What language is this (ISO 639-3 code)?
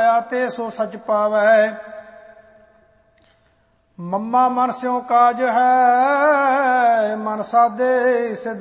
pan